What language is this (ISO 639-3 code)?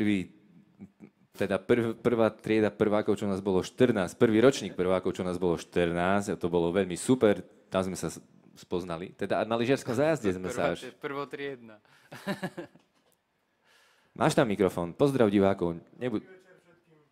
slk